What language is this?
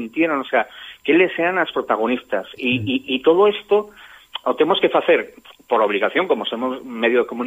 Galician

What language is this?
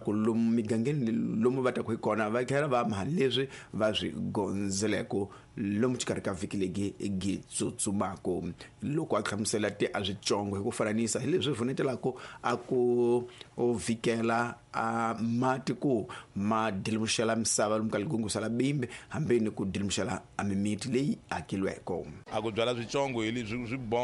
Tsonga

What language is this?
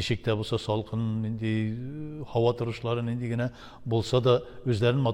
Tatar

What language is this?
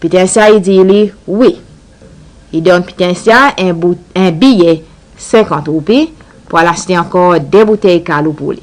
Seselwa Creole French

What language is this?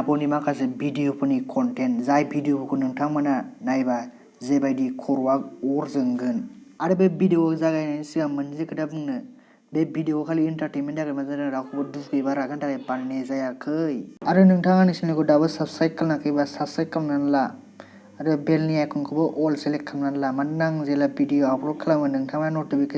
Bodo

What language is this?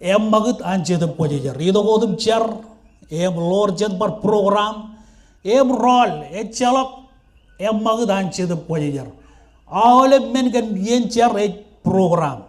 Marshallese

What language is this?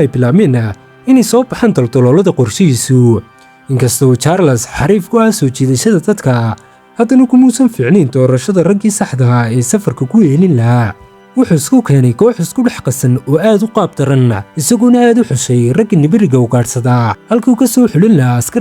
Somali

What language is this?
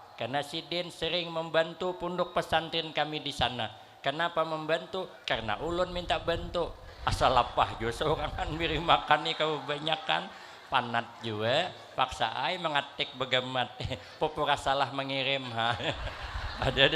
Banjar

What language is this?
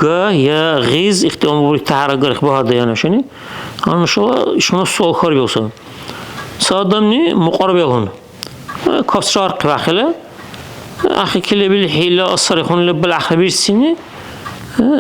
Dargwa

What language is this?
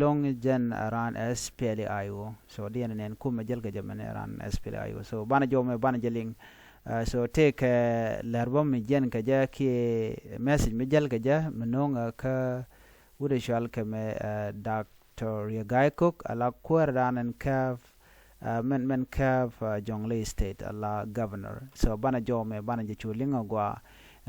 Nuer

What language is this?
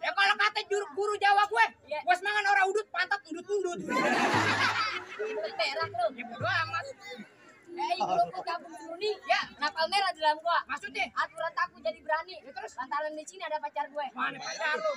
Betawi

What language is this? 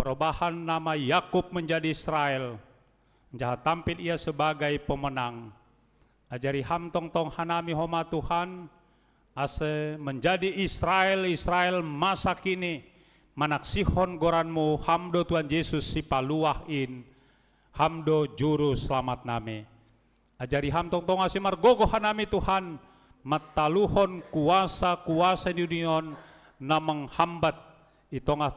Batak Simalungun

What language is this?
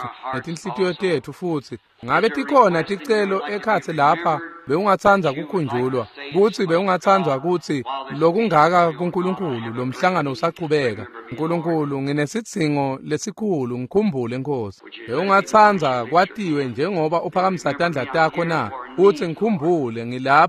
Swati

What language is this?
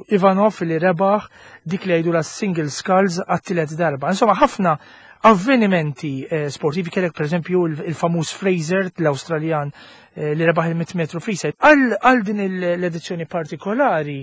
Maltese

